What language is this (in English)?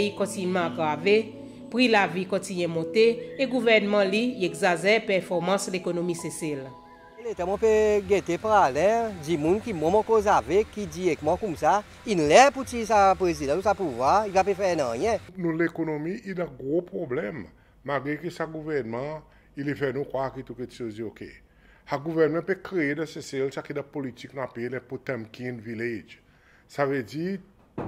Seselwa Creole French